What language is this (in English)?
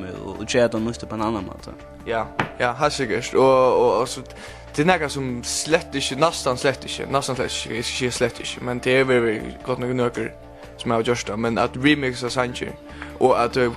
Faroese